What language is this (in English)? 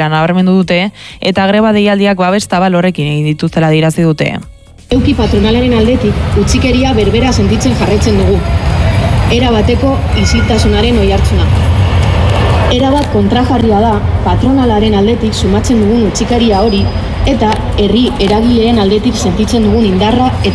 Basque